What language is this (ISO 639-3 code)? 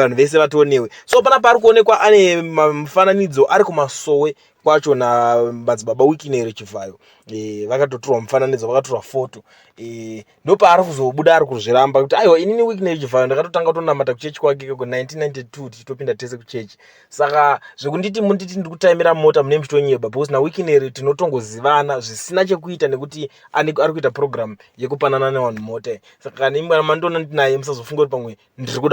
sna